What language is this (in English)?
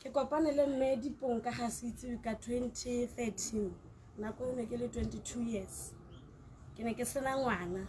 Tswana